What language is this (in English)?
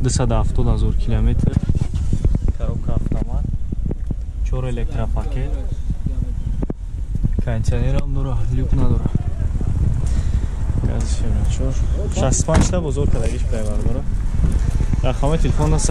Tajik